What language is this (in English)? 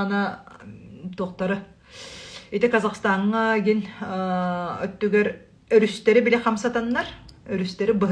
Yakut